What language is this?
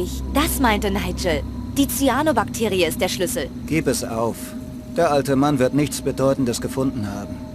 Bavarian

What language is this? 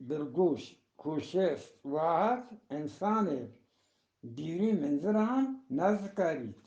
Eastern Balochi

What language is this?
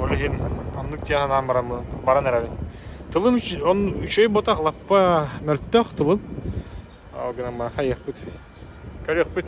Yakut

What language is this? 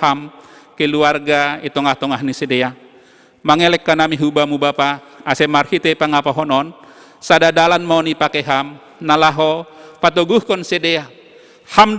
Batak Simalungun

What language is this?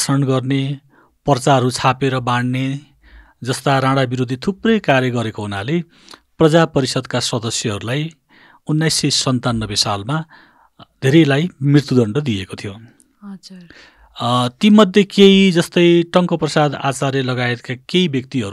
Nepali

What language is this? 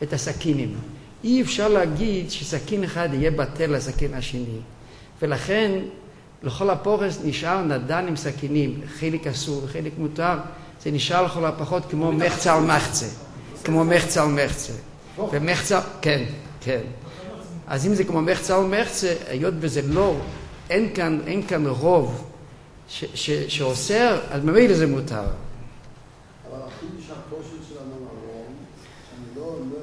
Hebrew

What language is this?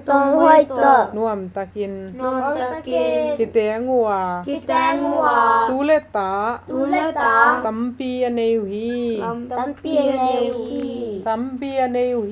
Tedim Chin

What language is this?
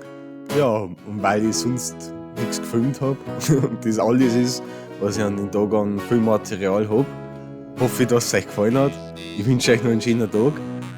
Bavarian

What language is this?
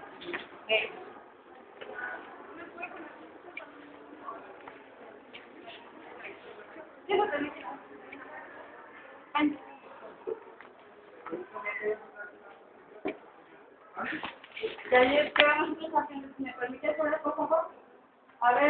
Spanish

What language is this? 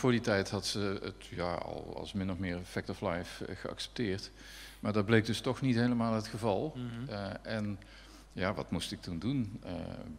Dutch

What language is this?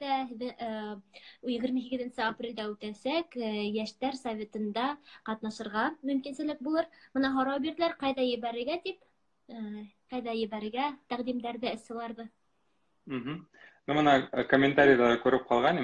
Bashkir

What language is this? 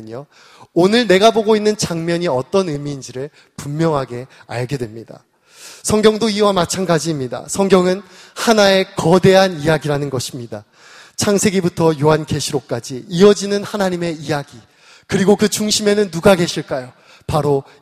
Korean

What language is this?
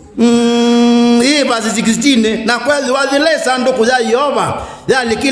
Kamba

